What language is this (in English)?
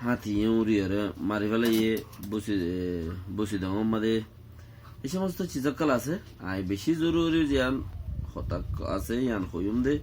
Rohingya